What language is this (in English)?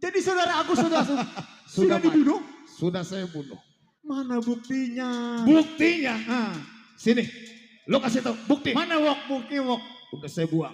Betawi